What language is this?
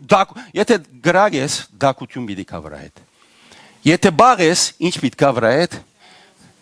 Western Armenian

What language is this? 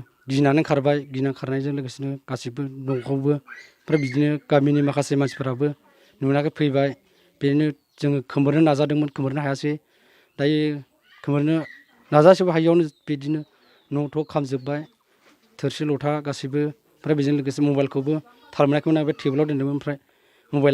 Bodo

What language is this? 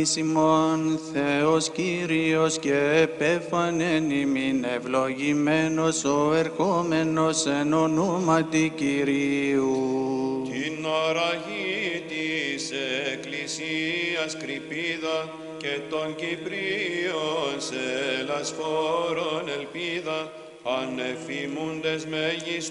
Greek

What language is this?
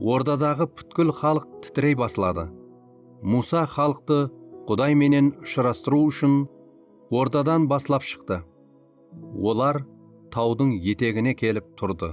Kara-Kalpak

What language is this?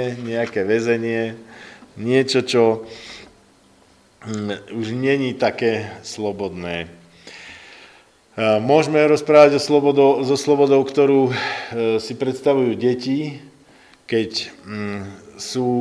Slovak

